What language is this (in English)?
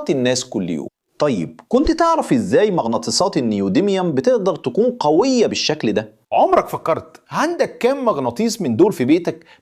Egyptian Arabic